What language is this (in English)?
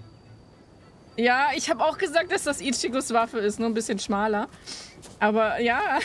German